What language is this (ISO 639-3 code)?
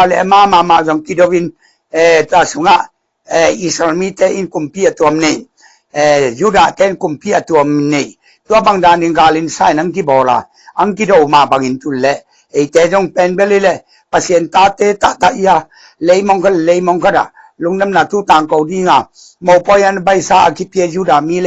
ctd